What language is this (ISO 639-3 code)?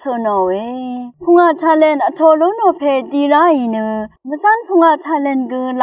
raw